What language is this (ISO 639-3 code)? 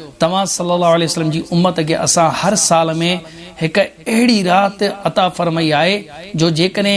snd